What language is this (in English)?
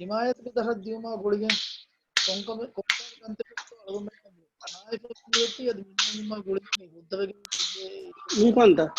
Divehi